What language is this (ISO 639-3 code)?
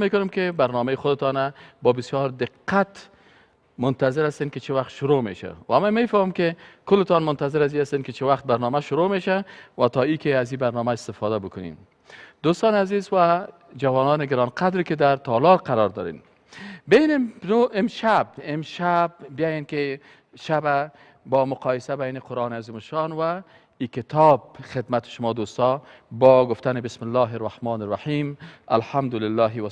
fas